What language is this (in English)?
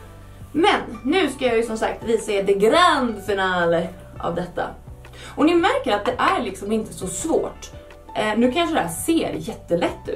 Swedish